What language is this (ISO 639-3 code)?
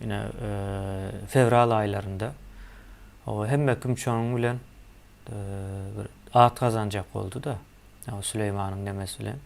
tuk